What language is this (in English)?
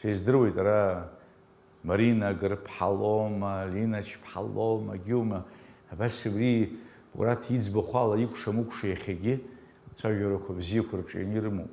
Abkhazian